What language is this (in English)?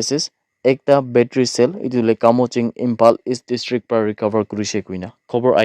Naga Pidgin